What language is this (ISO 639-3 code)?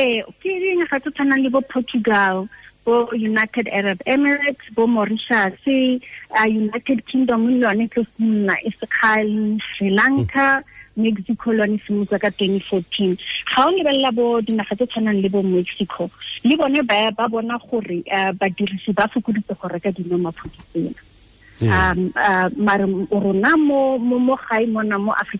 tsn